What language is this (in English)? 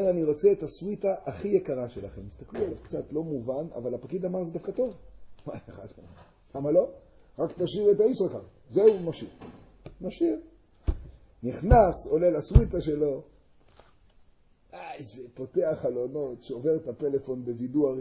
Hebrew